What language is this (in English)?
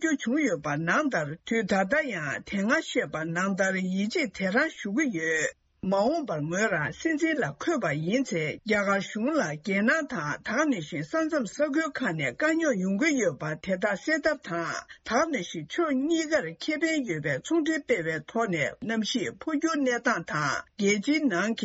Tibetan